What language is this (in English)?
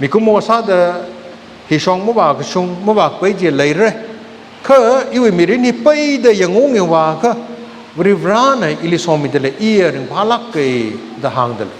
Tangkhul Naga (India)